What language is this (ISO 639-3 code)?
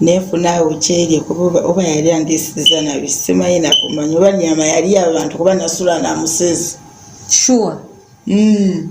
lug